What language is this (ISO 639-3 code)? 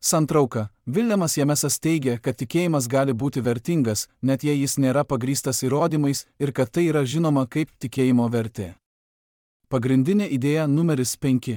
lit